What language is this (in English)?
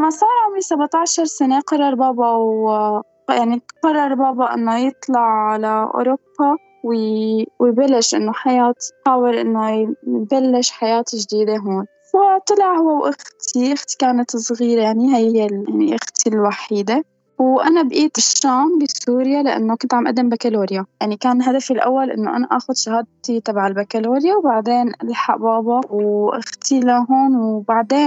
North Levantine Arabic